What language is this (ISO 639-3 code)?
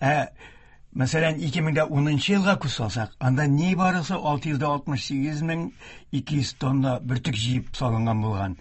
tat